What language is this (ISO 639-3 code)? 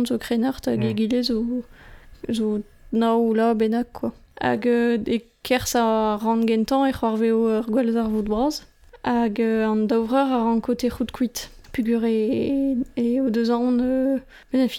bre